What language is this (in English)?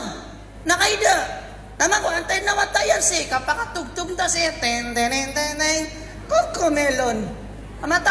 Maranao